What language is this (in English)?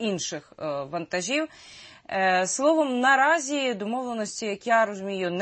Ukrainian